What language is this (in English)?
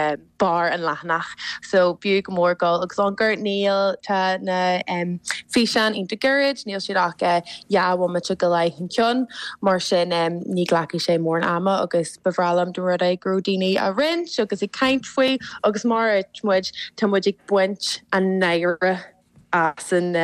Irish